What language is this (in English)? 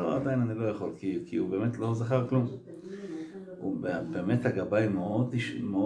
Hebrew